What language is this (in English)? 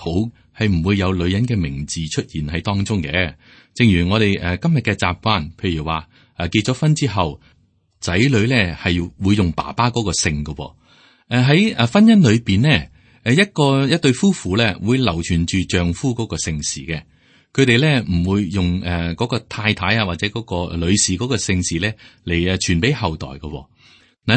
Cantonese